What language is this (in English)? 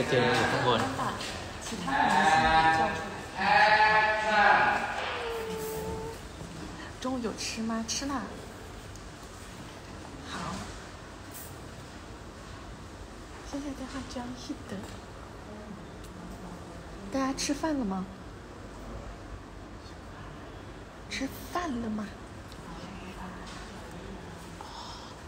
Thai